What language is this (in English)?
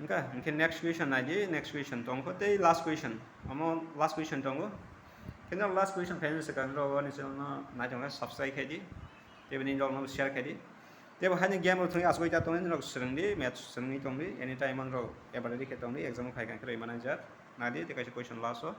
Kok Borok